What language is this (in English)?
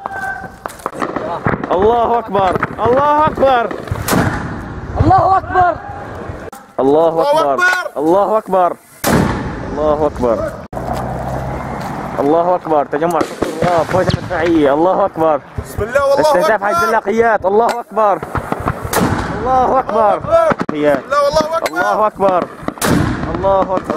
Arabic